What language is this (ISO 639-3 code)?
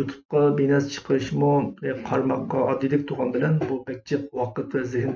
uig